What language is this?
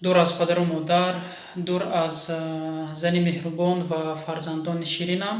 Tajik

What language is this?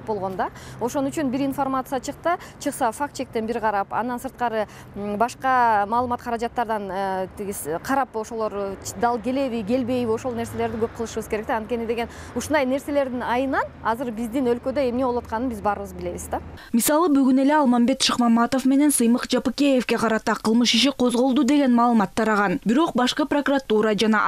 Kyrgyz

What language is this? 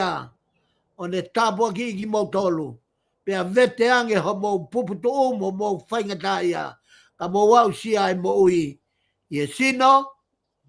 Tongan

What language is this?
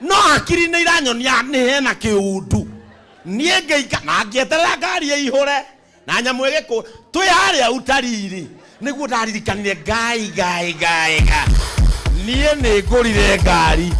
Kikuyu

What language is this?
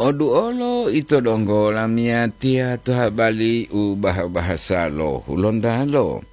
Gorontalo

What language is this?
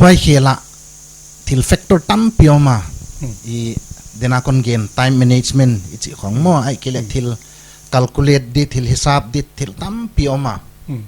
Paite Chin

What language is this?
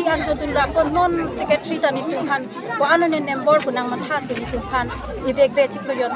Karbi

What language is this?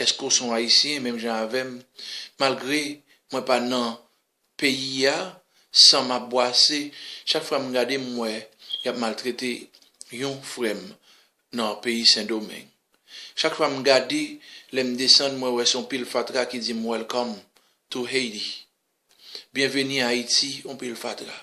Haitian Creole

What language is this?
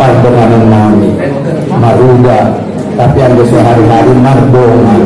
Batak Angkola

